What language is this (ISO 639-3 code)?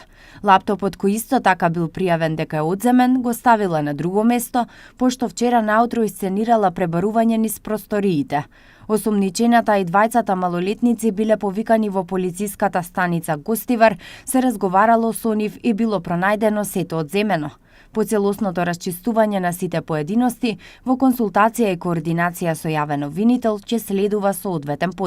mkd